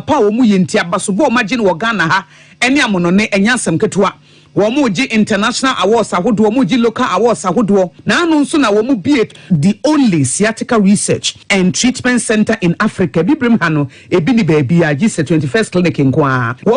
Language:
Akan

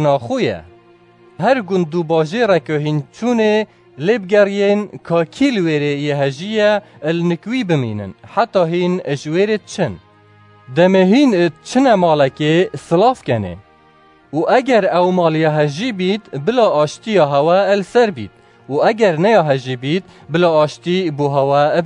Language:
Kurdish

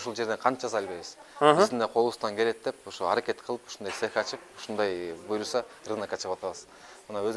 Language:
Kyrgyz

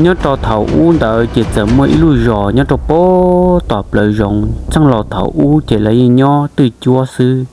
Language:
Hmong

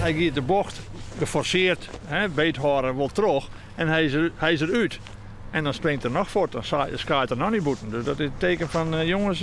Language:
Western Frisian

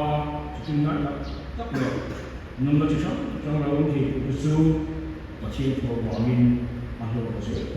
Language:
Mizo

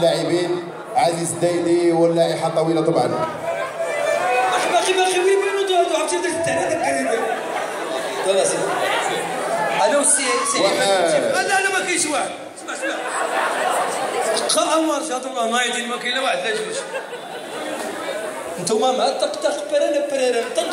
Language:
Moroccan Arabic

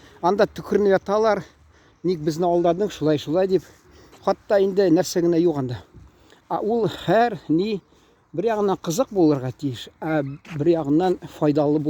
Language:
Tatar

